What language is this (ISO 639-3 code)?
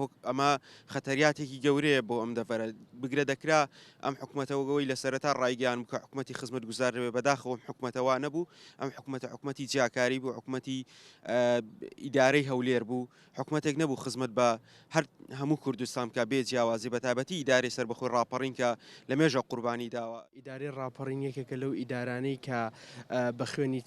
ckb